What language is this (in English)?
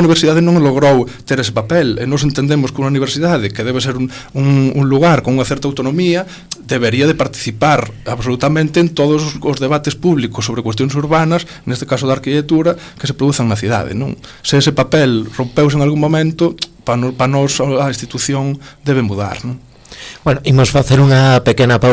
Galician